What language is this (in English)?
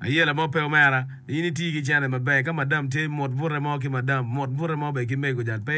Acoli